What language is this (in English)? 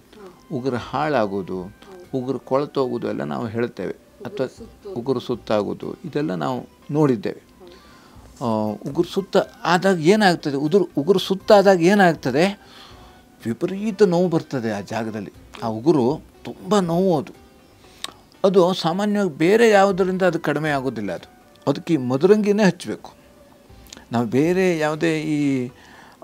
Kannada